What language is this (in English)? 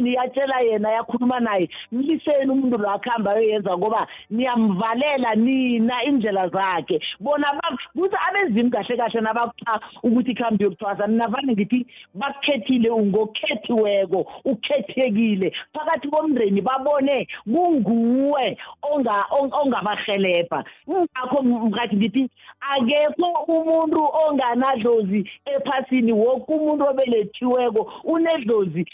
South Ndebele